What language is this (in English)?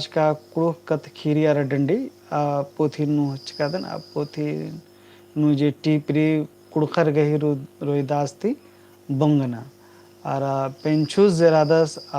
Kurukh